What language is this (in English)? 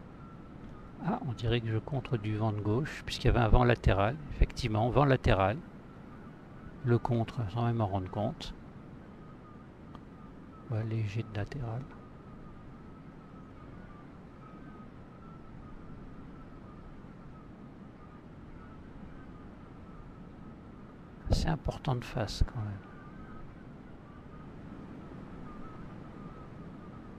French